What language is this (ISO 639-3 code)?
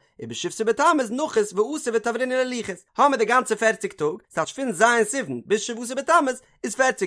yid